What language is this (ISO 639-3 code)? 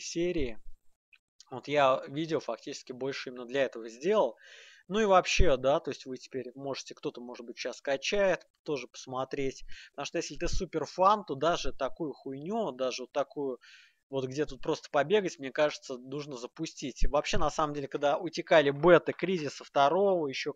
rus